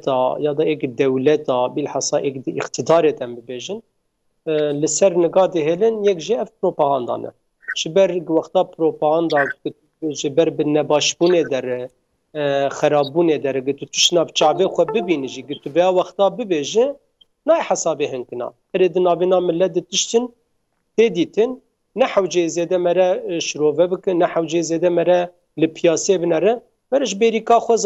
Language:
Kurdish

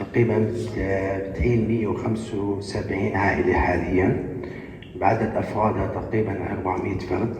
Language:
North Levantine Arabic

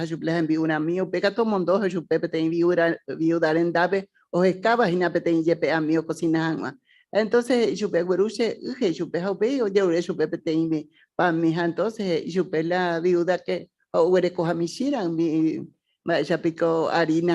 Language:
Guarani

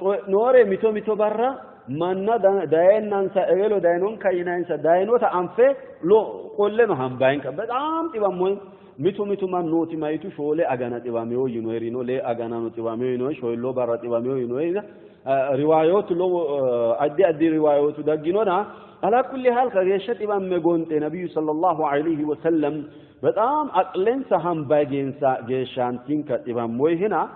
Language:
Sidamo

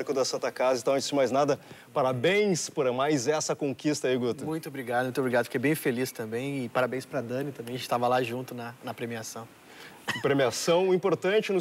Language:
Portuguese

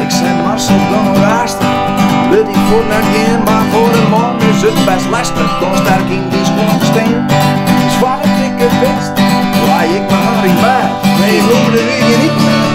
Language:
Western Frisian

